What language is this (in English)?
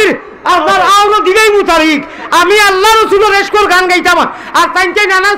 Sylheti